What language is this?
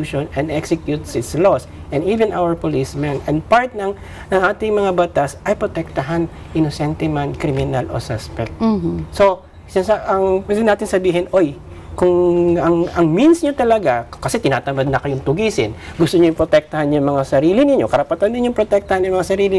Filipino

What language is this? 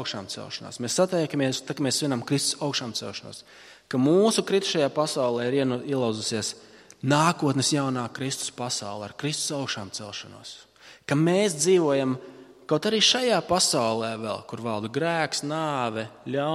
Latvian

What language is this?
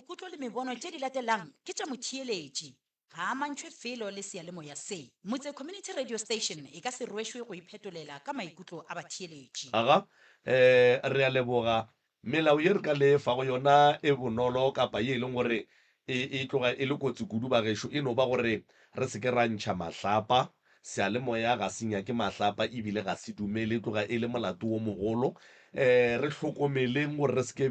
Northern Sotho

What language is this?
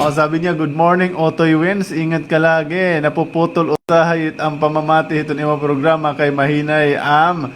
Waray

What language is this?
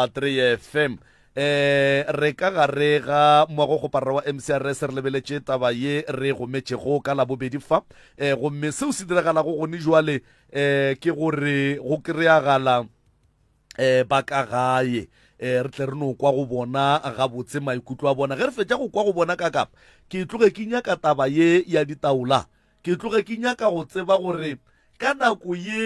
Northern Sotho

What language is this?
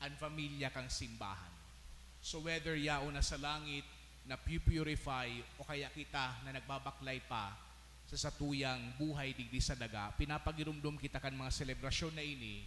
Bikol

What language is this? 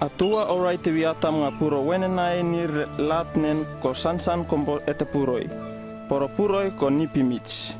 Uripiv-Wala-Rano-Atchin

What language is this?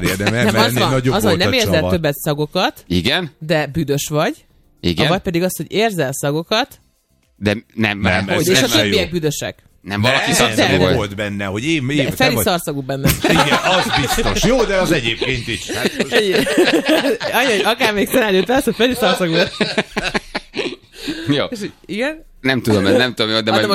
Hungarian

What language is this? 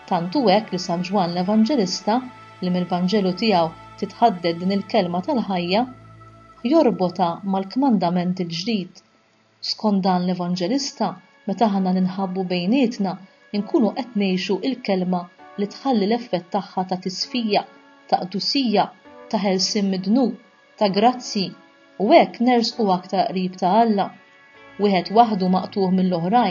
Maltese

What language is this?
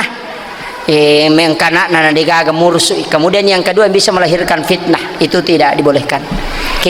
Buginese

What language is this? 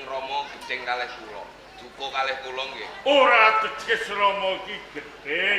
Javanese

